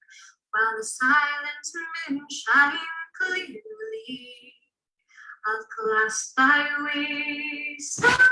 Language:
Scots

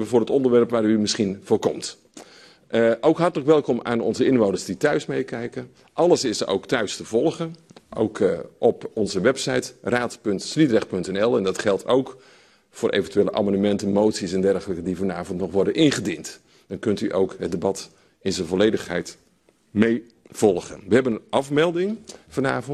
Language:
Dutch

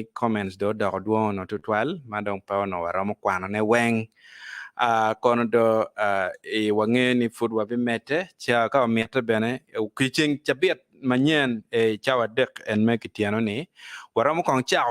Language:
Acoli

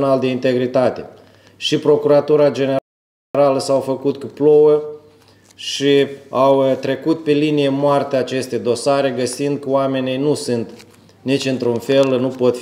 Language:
Romanian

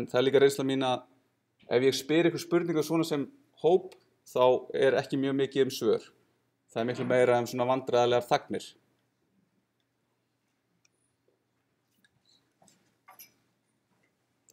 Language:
Icelandic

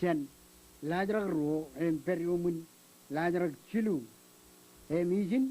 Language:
Marshallese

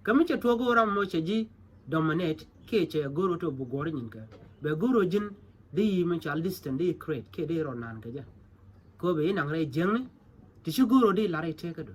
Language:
Nuer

